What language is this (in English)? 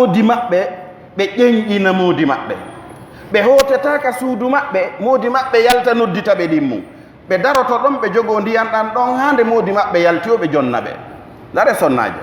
Pular